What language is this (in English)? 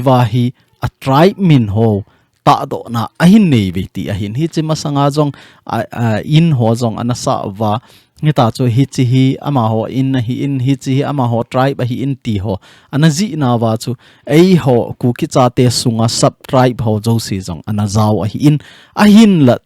Thado Chin